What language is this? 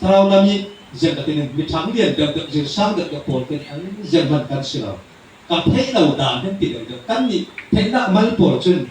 Falam Chin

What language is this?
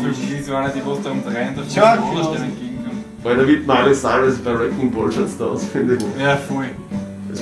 Bavarian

